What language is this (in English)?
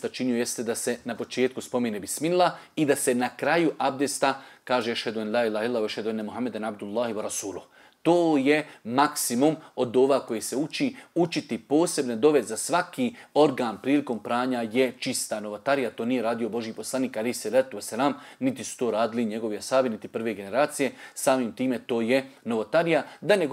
Bosnian